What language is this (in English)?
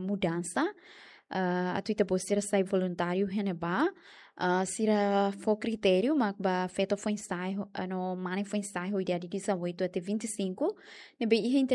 Tetum